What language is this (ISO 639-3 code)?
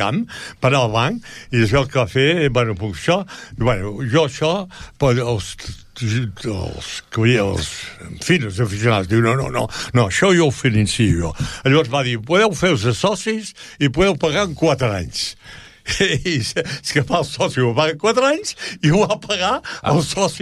cat